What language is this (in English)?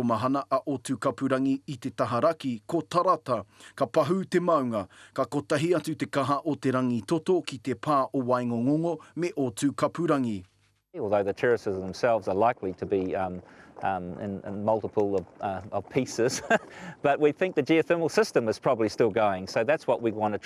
Māori